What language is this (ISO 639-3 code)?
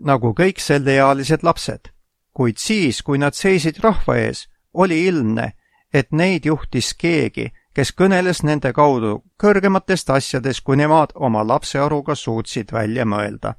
est